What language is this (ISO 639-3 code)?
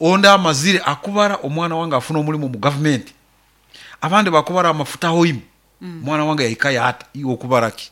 nyo